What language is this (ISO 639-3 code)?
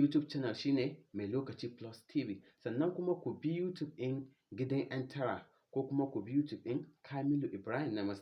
hau